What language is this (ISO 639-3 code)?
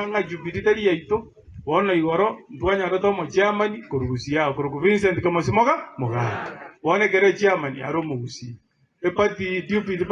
guz